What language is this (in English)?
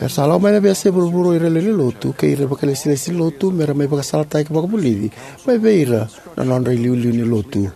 Fijian